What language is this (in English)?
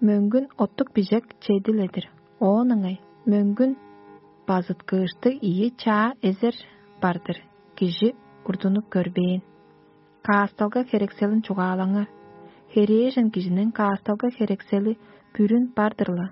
Tuvinian